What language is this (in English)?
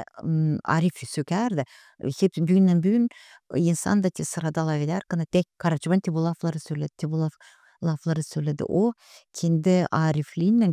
Gagauz